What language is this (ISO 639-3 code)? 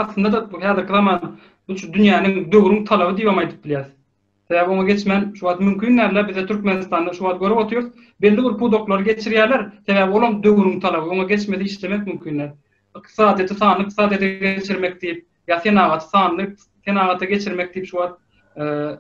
tuk